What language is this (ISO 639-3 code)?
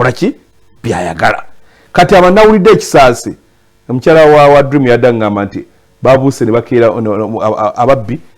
lug